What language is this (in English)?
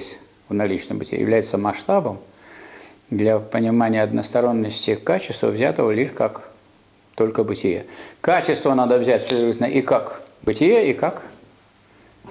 Russian